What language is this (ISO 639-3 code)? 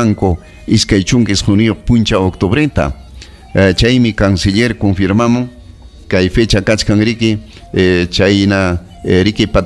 quy